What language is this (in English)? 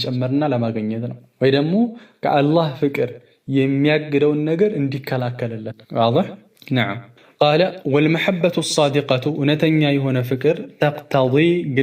Amharic